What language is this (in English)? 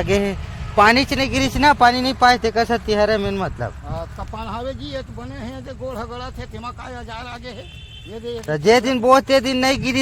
Chhattisgarhi